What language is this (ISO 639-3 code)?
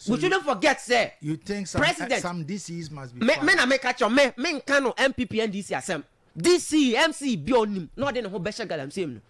aka